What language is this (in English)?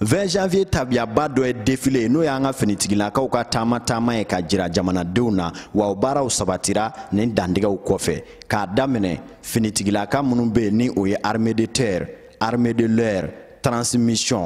Bambara